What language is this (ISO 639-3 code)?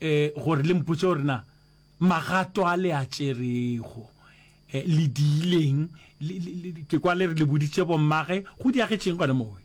nso